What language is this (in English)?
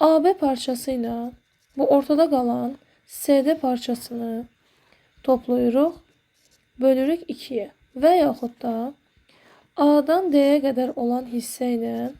Azerbaijani